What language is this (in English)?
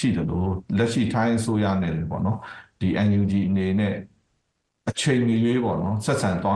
Burmese